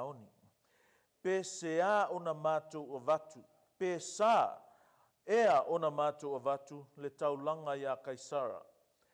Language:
Samoan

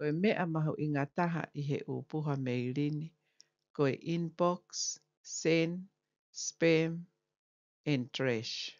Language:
Tongan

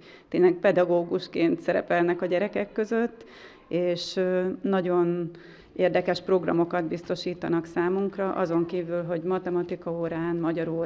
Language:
Hungarian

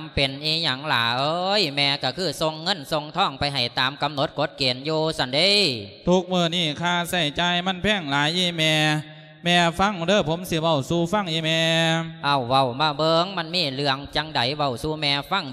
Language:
Lao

